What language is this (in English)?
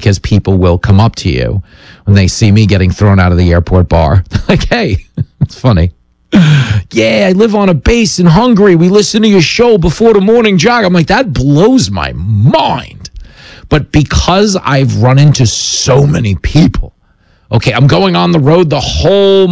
English